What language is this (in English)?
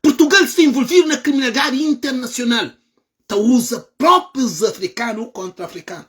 Kabuverdianu